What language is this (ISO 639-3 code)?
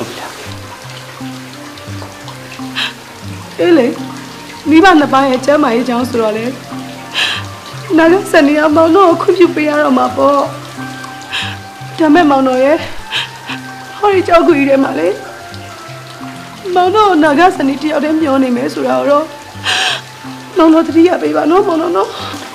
mya